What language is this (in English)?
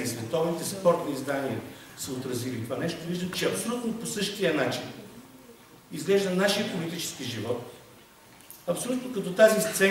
Bulgarian